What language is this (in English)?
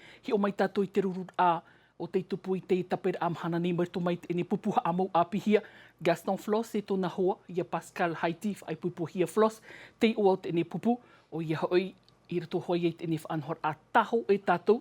Tahitian